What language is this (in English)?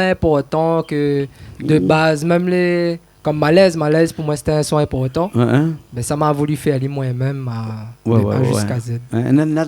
Réunion Creole French